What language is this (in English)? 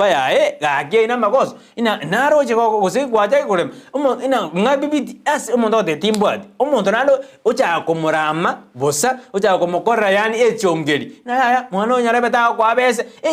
Gusii